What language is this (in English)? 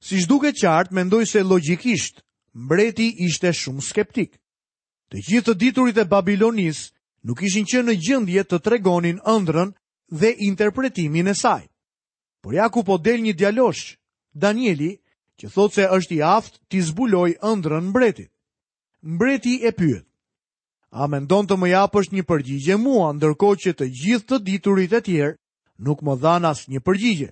Albanian